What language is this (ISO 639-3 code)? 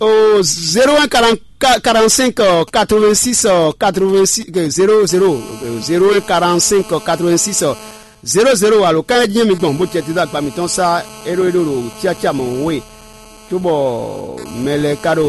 fon